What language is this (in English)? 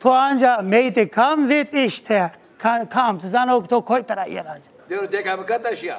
Zaza